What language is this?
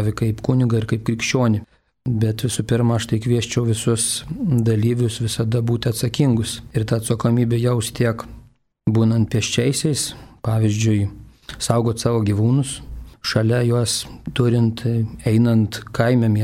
Lithuanian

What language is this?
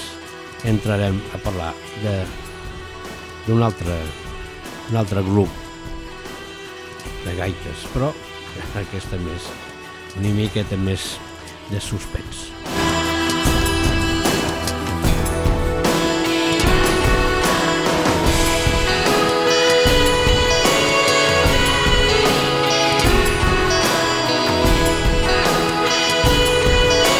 Catalan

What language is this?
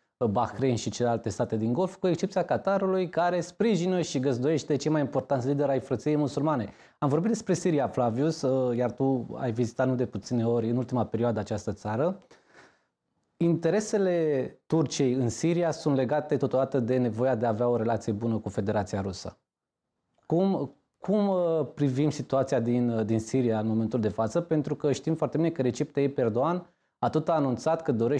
Romanian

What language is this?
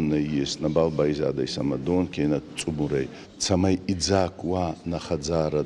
Ossetic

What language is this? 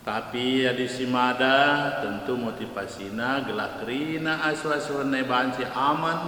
Batak Karo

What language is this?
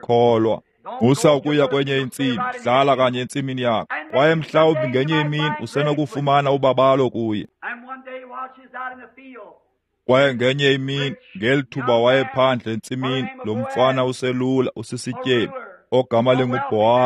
Xhosa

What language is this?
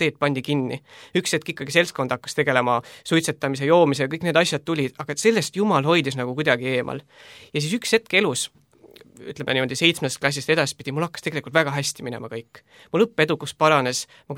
Estonian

